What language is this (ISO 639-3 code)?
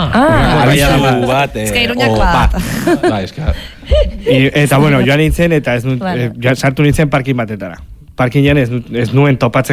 eus